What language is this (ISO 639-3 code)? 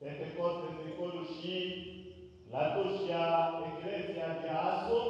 tll